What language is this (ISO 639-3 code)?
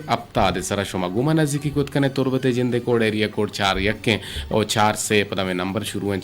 bgp